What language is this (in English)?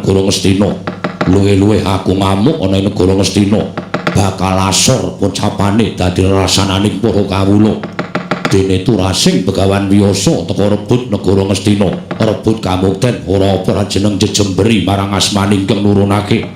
Javanese